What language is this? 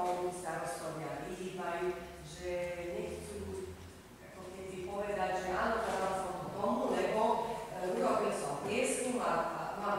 Slovak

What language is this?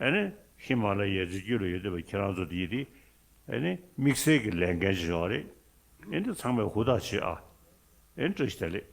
Tibetan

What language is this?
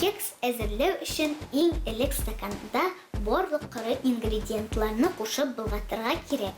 Tatar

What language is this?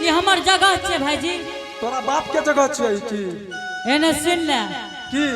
Angika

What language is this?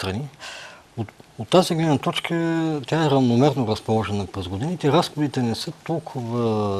Bulgarian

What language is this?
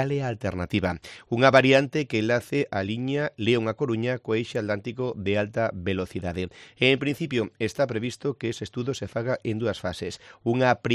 Galician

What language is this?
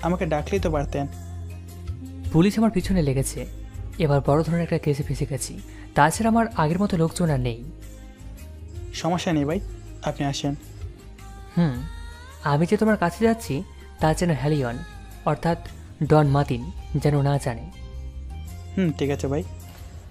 Bangla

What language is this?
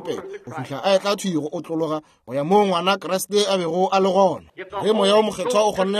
Northern Sotho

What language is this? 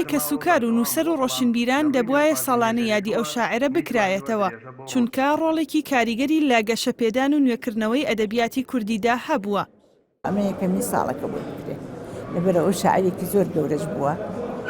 Central Kurdish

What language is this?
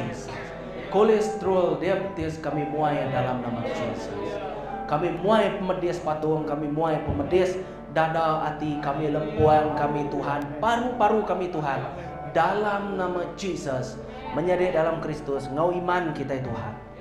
Iban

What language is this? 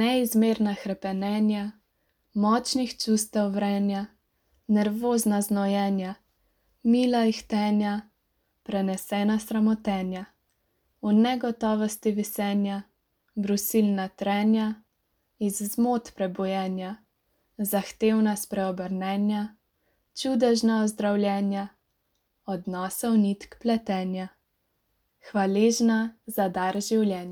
Slovenian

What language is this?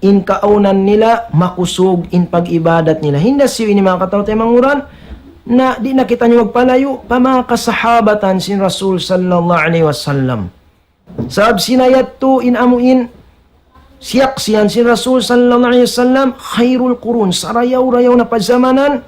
Tausug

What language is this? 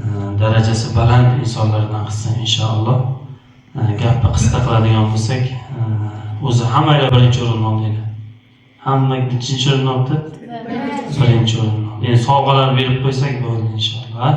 Uzbek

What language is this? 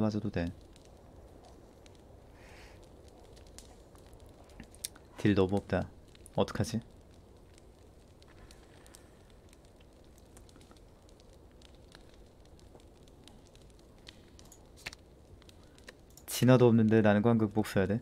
Korean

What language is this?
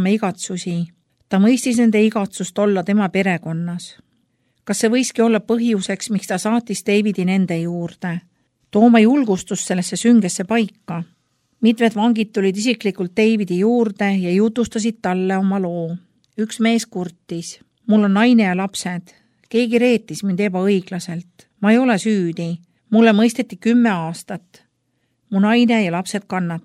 Estonian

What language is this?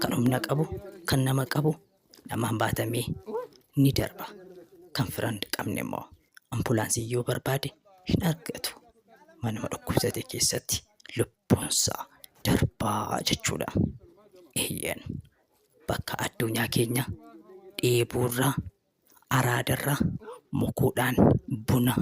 Oromo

